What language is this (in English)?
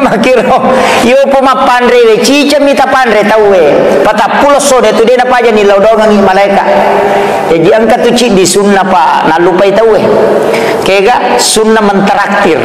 Buginese